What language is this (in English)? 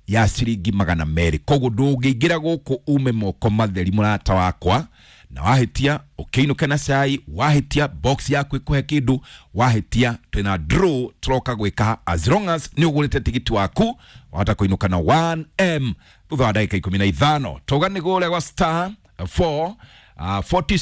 Kikuyu